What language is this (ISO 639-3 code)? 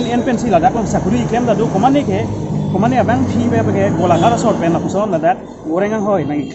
mjw